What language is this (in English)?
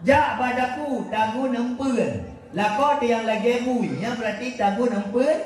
Achinese